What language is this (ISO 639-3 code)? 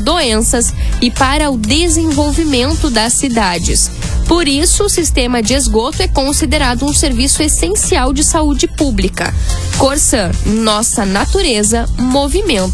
por